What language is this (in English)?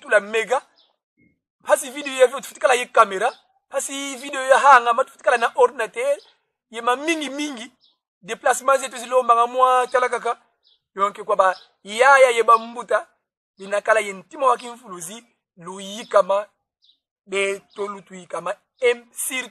Kongo